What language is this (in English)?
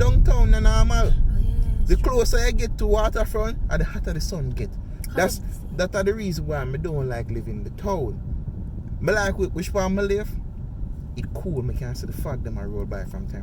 Jamaican Creole English